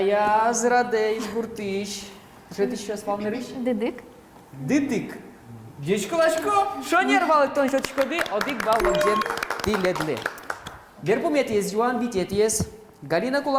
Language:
Udmurt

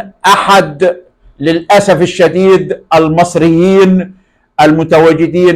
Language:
Egyptian Arabic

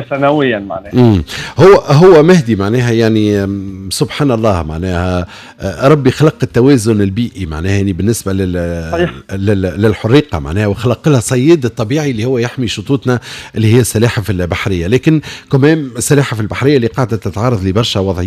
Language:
Tunisian Arabic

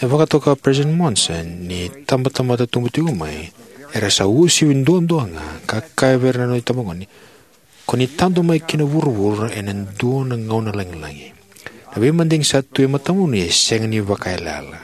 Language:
Fijian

